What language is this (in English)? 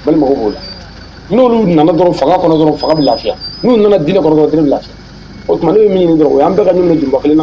Bambara